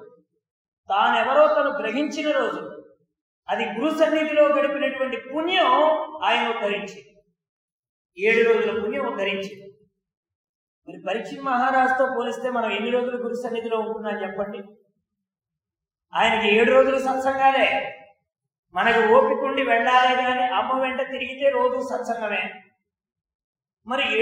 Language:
Telugu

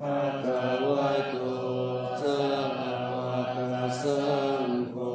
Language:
Pali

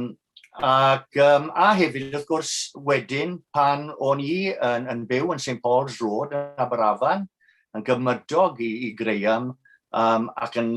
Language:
Welsh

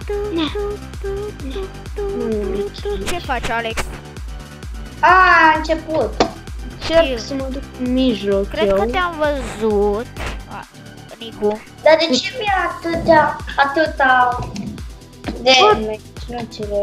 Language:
Romanian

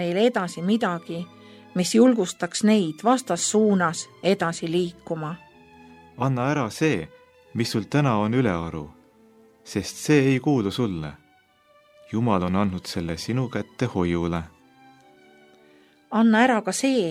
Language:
Estonian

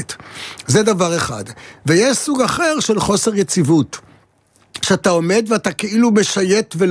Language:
Hebrew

